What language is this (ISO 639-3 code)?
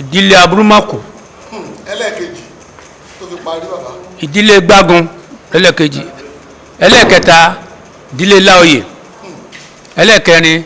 yor